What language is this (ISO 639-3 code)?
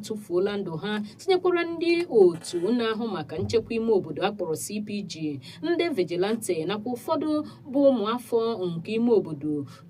ibo